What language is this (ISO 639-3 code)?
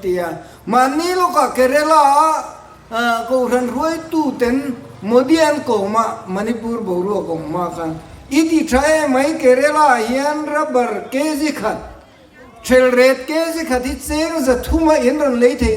lus